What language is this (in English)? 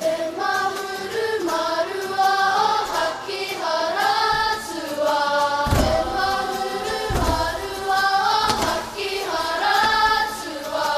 Māori